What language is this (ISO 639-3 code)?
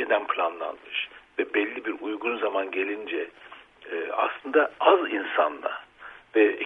tur